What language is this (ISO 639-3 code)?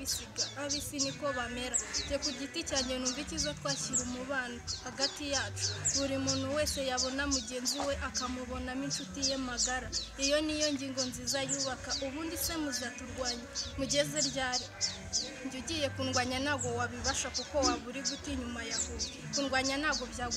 kin